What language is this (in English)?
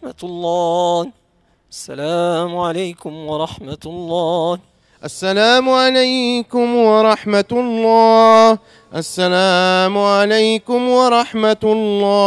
Moroccan Arabic